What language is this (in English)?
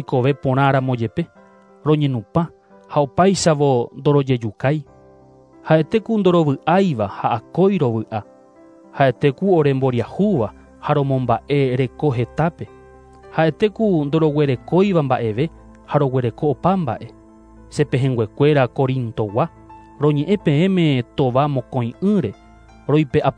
Guarani